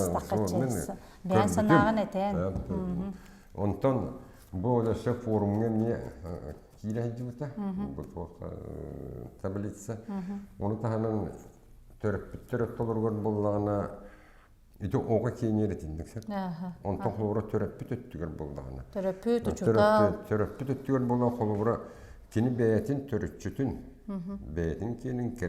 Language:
Yakut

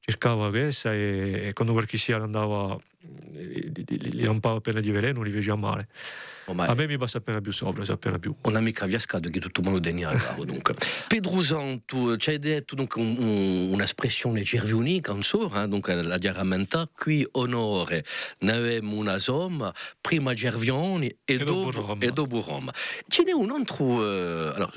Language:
Corsican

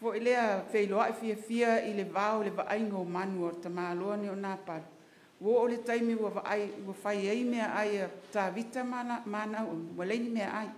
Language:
Samoan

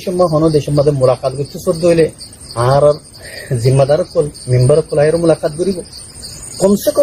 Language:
Rohingya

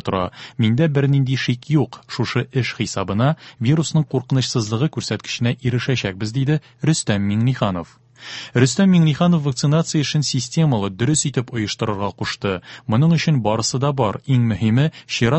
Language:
Tatar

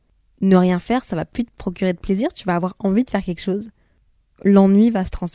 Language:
French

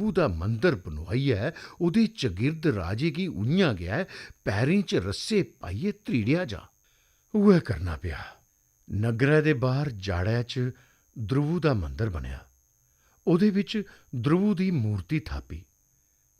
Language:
Dogri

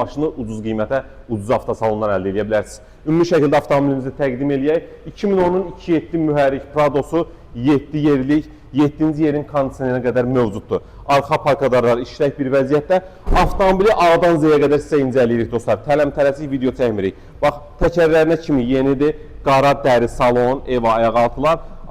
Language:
Azerbaijani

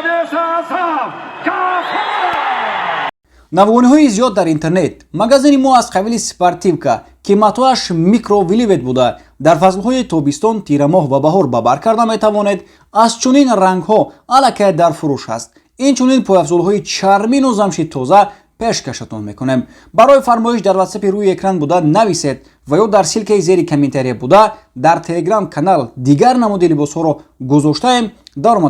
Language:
Tajik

